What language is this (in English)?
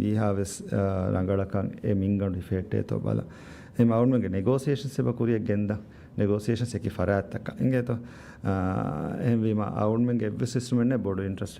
Divehi